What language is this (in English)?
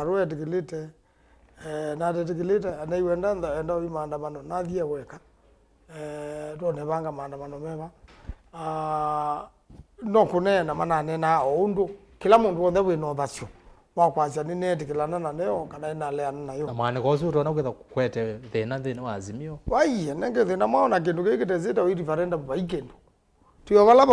Kamba